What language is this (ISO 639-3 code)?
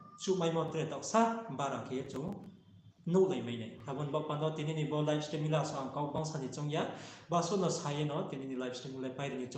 ria